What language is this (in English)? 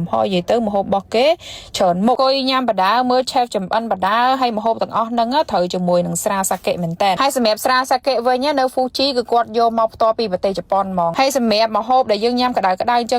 Khmer